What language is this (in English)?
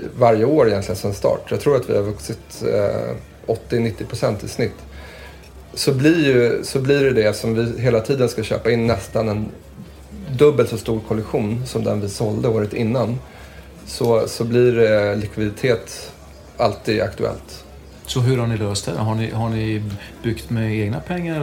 Swedish